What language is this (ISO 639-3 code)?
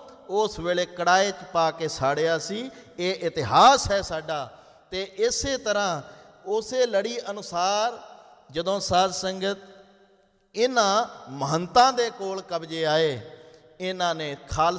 pan